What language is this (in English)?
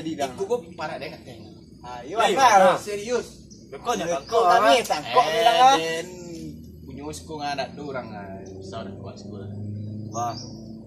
Minangkabau